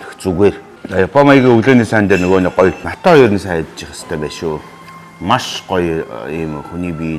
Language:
Mongolian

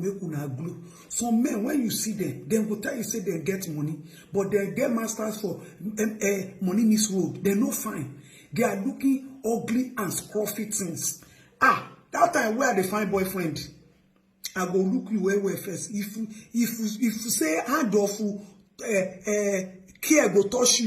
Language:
Nigerian Pidgin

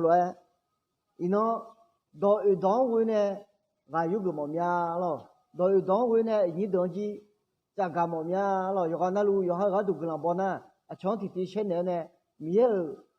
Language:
Akha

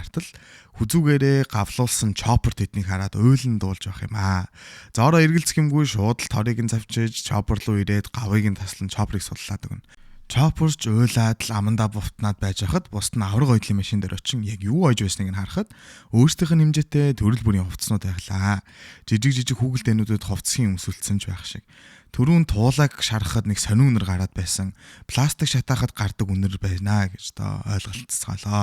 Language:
Mongolian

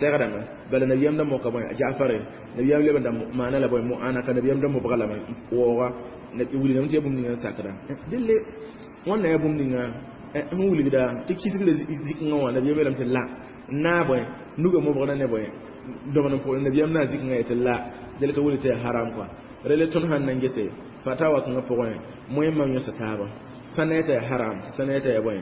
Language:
Mossi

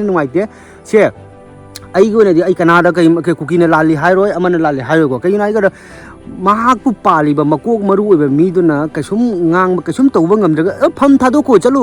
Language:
Manipuri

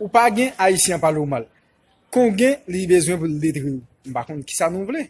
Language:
Haitian Creole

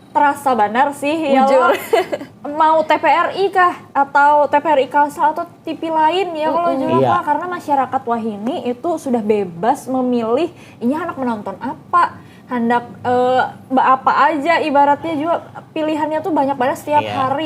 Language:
Banjar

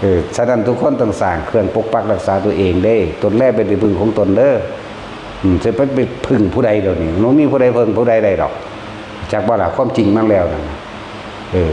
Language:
Northeastern Thai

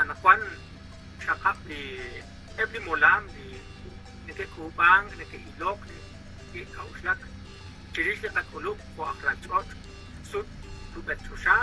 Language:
Kekchí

